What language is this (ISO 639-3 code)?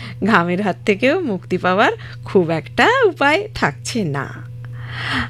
ben